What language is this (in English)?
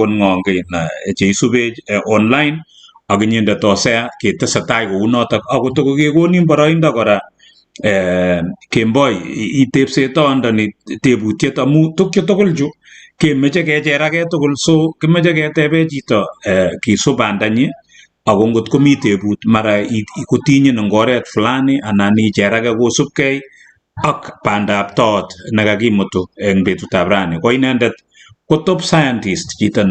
Kalenjin